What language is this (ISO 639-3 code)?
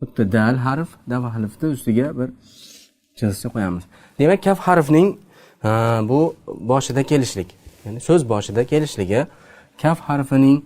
uzb